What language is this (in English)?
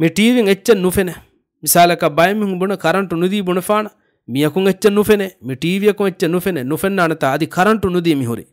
Divehi